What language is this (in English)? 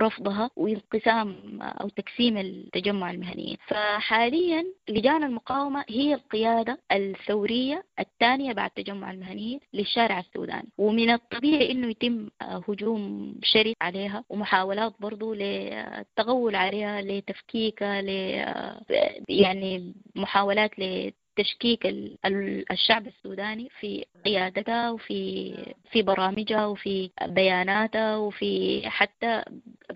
Sudanese Arabic